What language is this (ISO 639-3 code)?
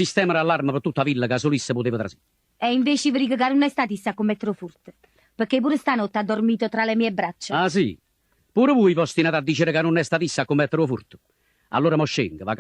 nap